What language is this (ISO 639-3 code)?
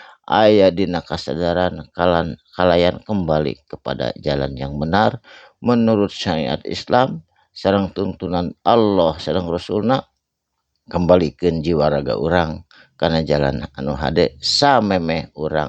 sun